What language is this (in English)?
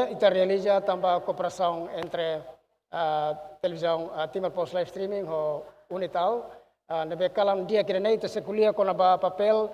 Tetum